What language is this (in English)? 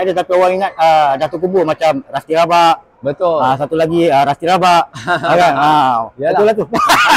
Malay